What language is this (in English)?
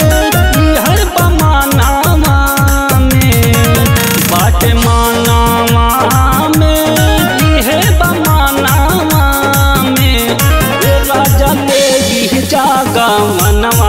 Bhojpuri